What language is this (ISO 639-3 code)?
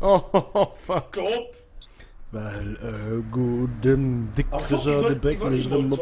ltz